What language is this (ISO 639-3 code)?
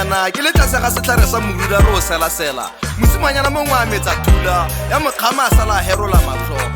tsn